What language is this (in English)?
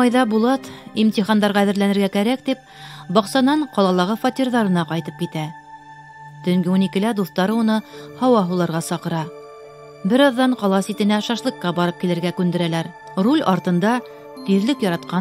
Bashkir